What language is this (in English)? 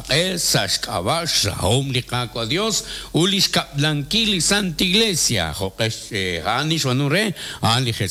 Kekchí